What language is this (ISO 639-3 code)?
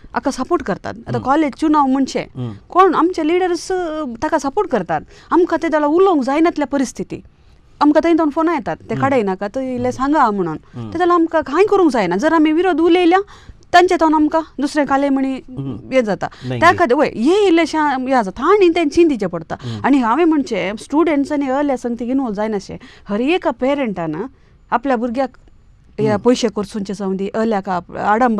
kok